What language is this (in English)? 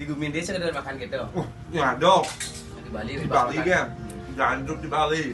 Balinese